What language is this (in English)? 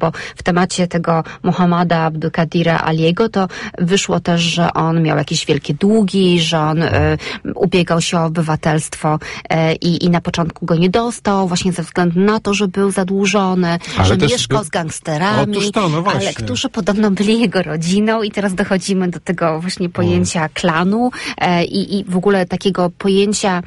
Polish